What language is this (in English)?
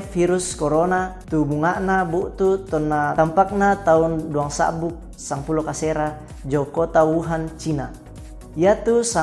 Toraja-Sa'dan